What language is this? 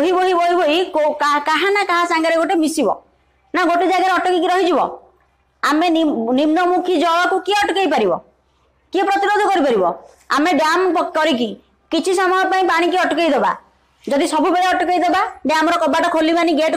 Odia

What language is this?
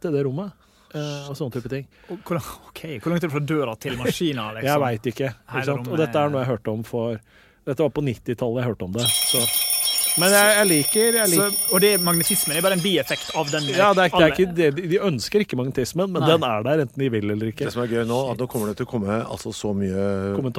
Norwegian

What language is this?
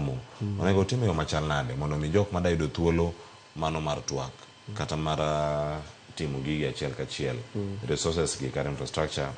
Luo (Kenya and Tanzania)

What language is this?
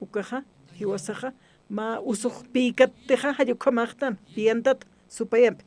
Aymara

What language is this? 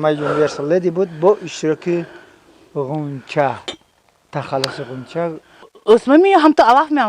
Tajik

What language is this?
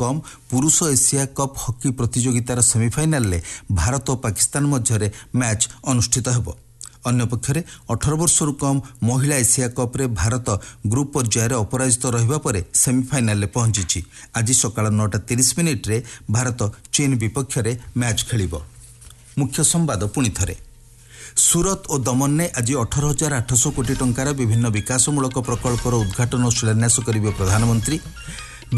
Odia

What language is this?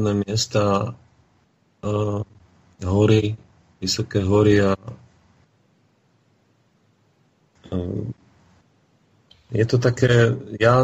Slovak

